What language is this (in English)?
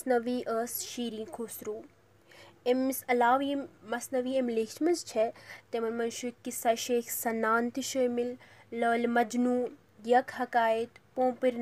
Kashmiri